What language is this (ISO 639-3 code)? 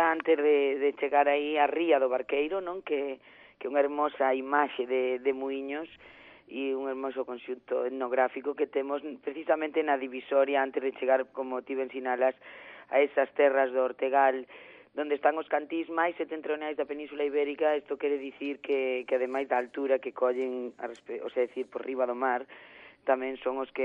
glg